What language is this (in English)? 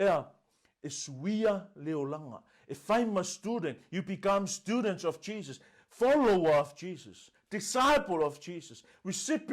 Samoan